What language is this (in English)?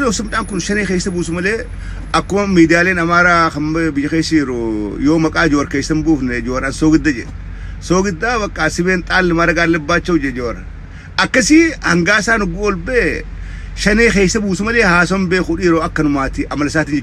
Oromo